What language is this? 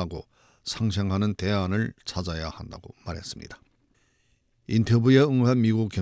Korean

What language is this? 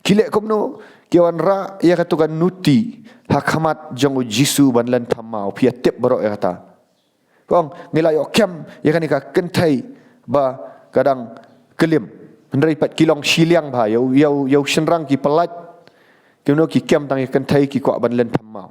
Khasi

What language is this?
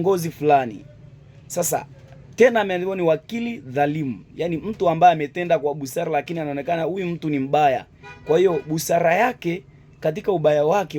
Swahili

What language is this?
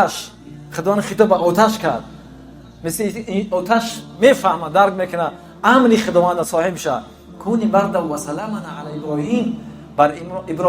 Tajik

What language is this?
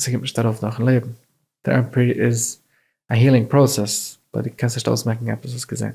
Yiddish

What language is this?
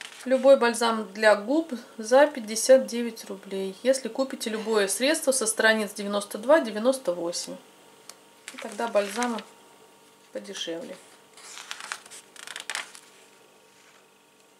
Russian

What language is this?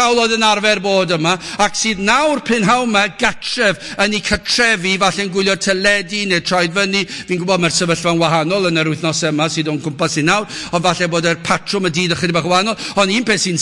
Welsh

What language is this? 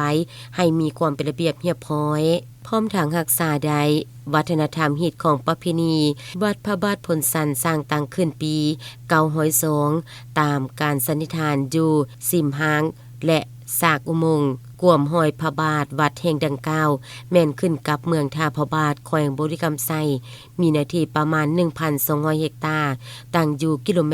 Lao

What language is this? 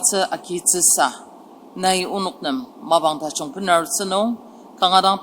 Ao Naga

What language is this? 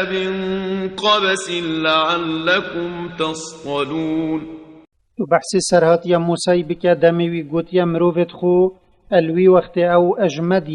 Kurdish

